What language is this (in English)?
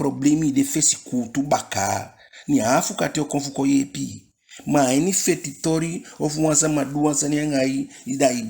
Eastern Maroon Creole